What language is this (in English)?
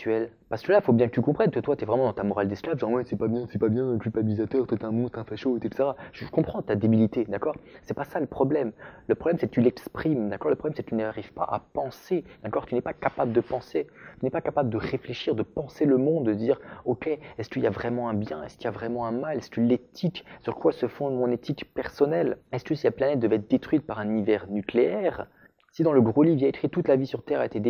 French